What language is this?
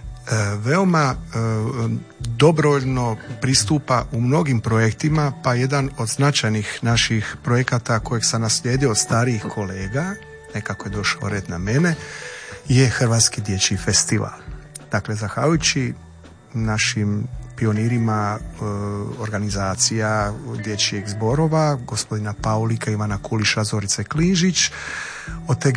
Croatian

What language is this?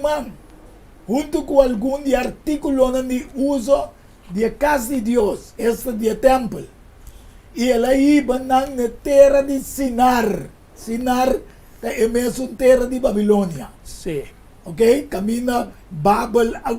Papiamento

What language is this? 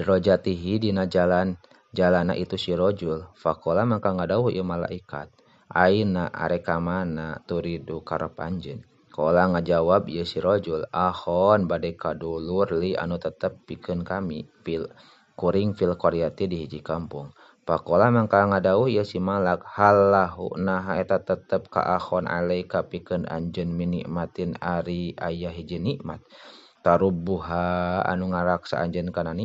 Sundanese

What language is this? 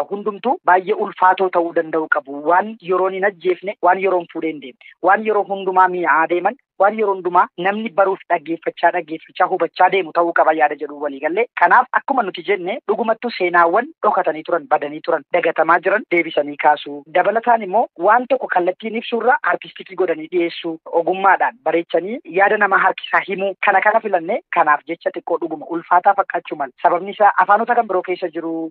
Oromo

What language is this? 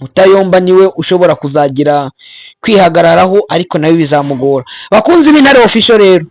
Kinyarwanda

